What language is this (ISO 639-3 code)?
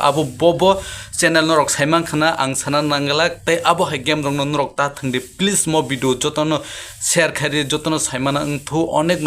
trp